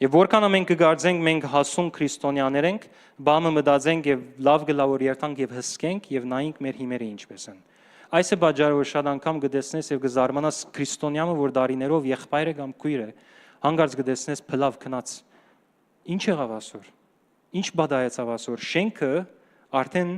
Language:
Western Armenian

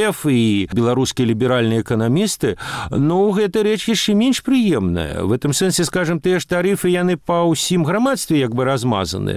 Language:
Belarusian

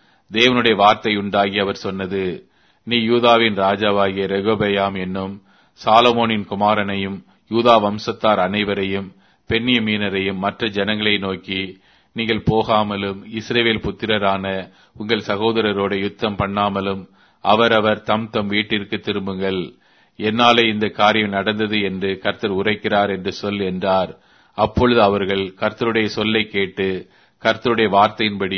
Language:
Tamil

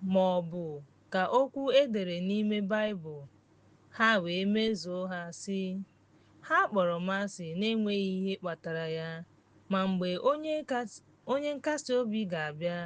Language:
Igbo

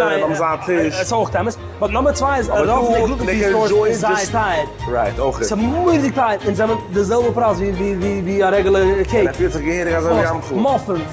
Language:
Yiddish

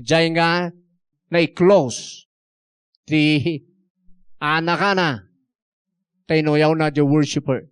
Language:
Iloko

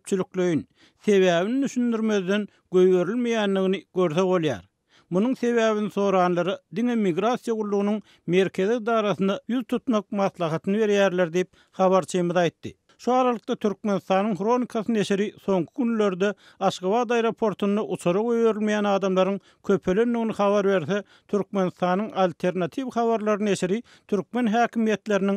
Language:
Turkmen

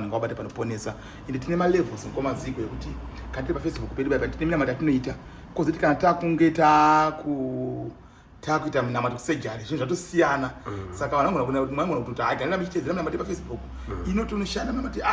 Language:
Shona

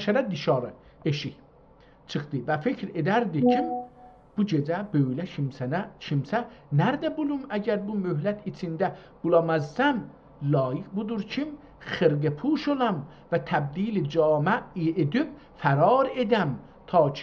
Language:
South Azerbaijani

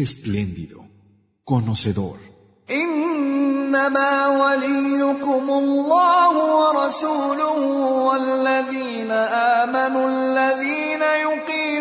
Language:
Spanish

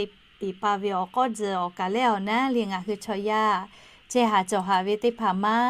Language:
Lahu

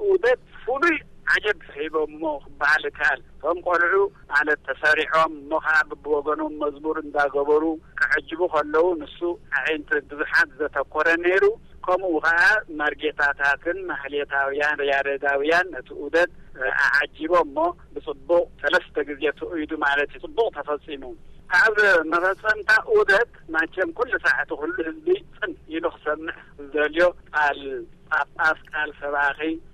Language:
Tigrinya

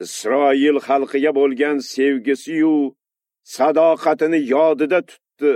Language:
Uzbek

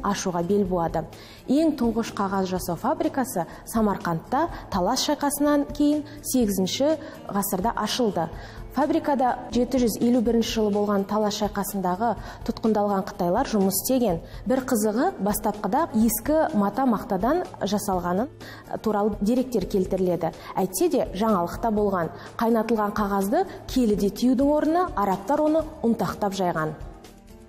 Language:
Kazakh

